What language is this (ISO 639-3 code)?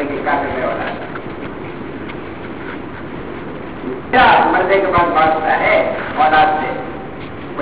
urd